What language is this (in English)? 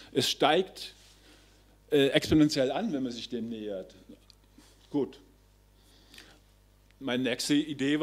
German